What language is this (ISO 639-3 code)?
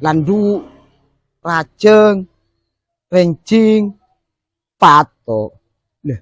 mad